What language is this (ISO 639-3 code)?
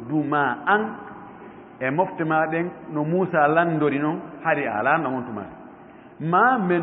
ful